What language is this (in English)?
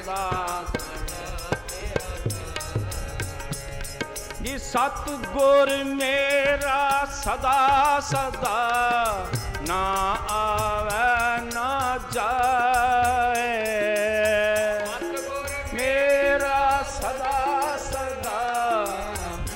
Punjabi